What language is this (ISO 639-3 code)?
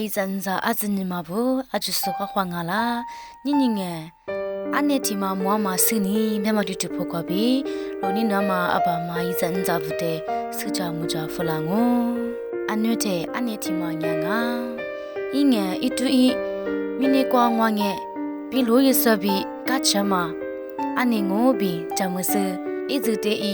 lis